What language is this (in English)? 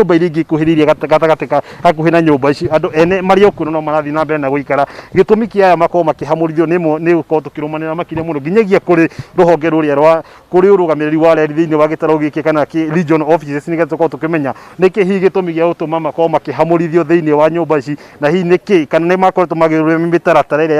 Kikuyu